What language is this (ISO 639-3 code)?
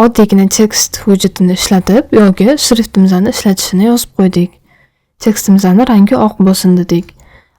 uzb